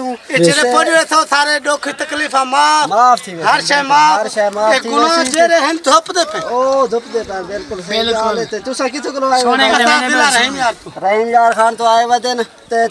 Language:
Saraiki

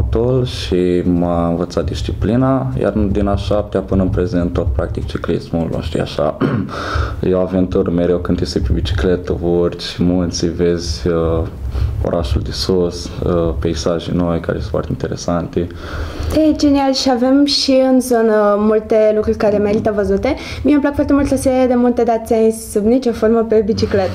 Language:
Romanian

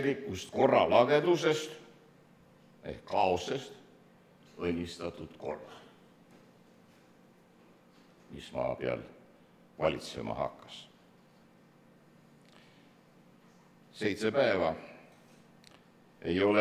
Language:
Estonian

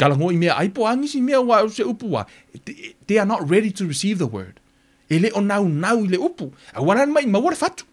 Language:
Samoan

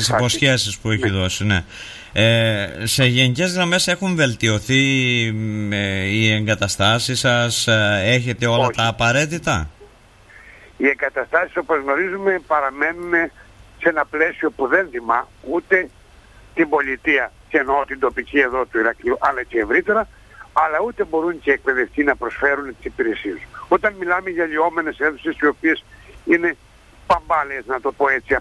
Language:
Greek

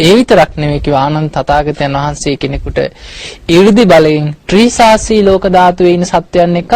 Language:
Sinhala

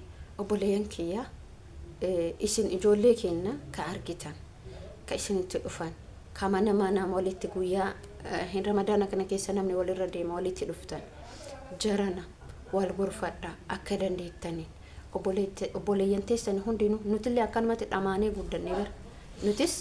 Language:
Oromo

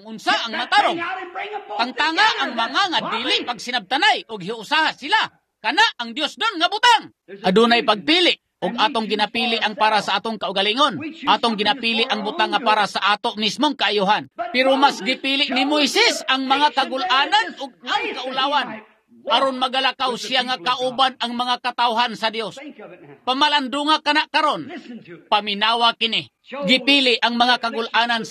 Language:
Cebuano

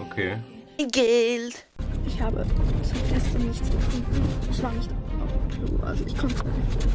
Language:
Swiss German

